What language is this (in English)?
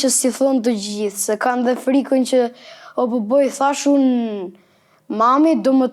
Albanian